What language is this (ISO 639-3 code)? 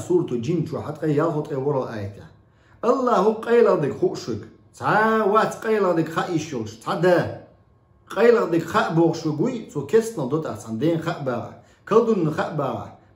che